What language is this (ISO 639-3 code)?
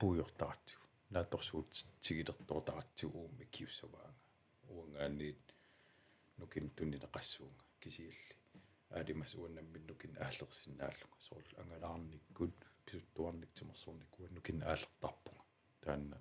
kal